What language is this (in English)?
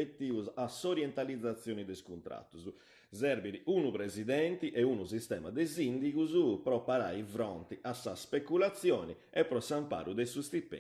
Sardinian